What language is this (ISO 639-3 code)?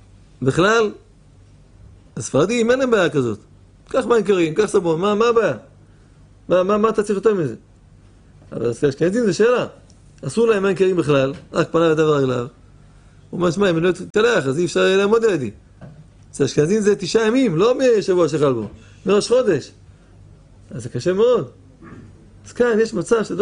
heb